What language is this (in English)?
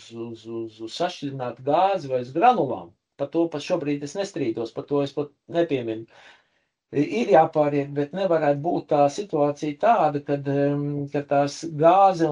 Latvian